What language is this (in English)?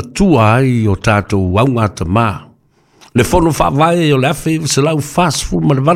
Samoan